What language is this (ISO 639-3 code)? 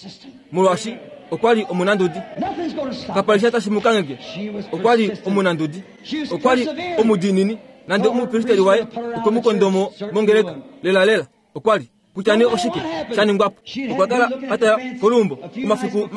kua